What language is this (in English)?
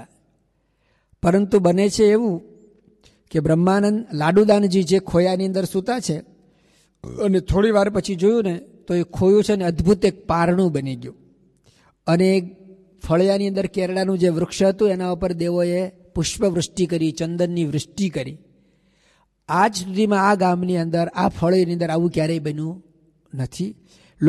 Gujarati